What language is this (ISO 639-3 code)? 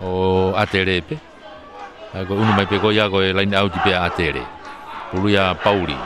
ton